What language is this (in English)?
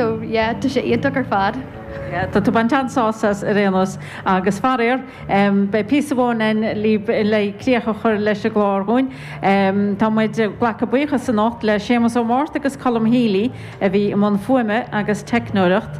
Irish